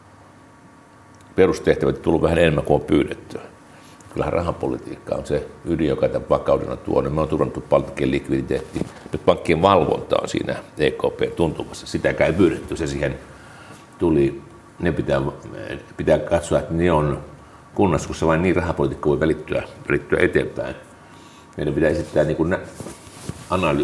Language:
Finnish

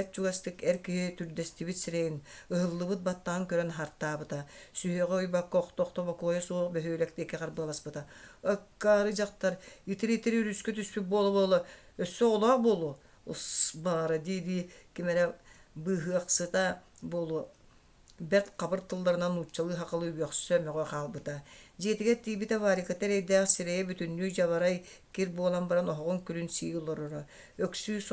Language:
Yakut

